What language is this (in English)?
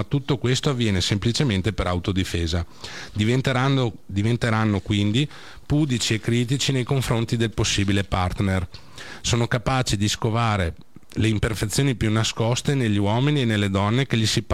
Italian